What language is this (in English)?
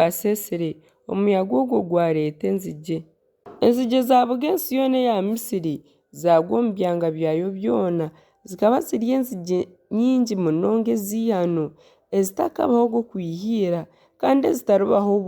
Nyankole